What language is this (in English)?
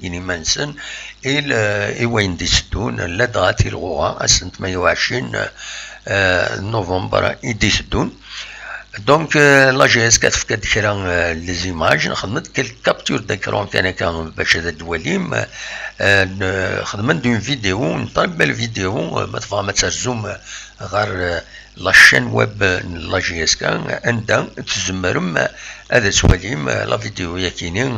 Kabyle